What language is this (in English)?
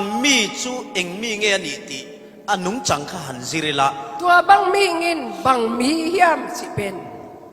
Falam Chin